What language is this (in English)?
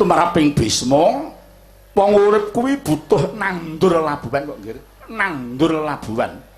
Javanese